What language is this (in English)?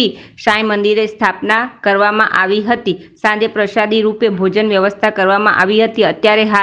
Gujarati